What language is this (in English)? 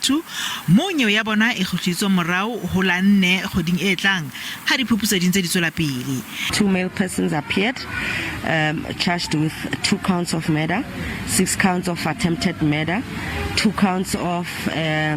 Southern Sotho